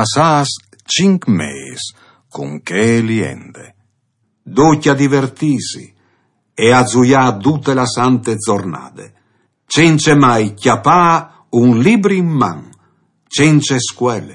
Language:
Friulian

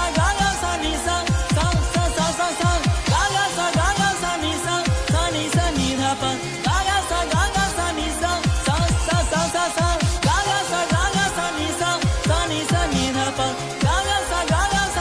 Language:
Chhattisgarhi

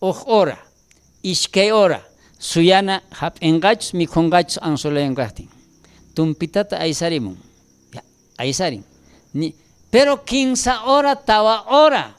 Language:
South Bolivian Quechua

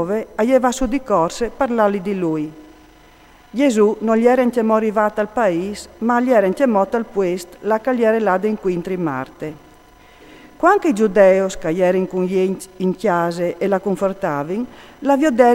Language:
Friulian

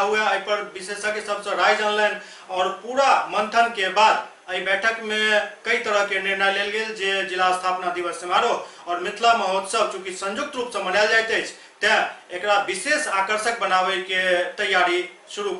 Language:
Maithili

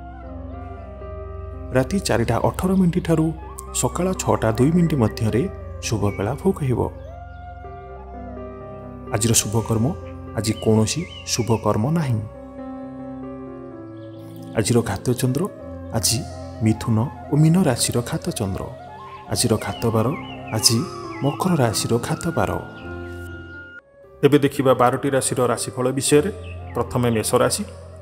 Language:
Odia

